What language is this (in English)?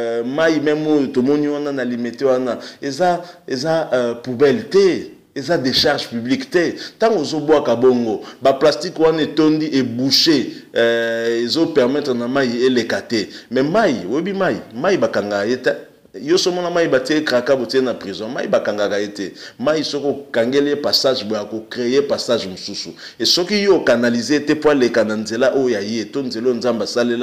Lingala